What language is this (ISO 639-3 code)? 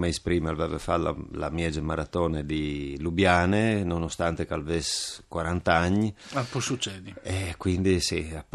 fur